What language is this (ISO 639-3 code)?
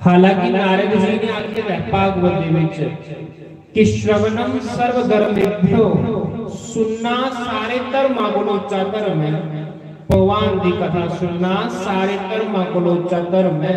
doi